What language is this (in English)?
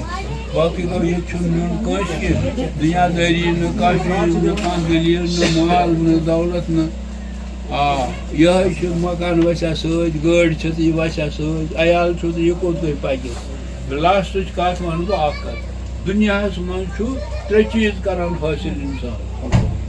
Kashmiri